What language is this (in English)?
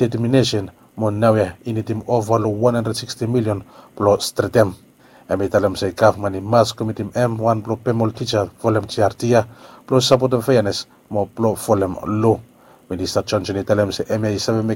Bislama